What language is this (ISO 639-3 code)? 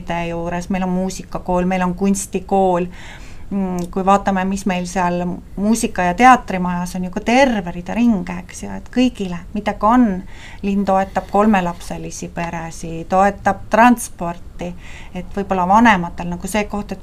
est